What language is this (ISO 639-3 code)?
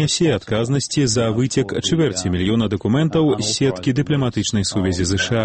bel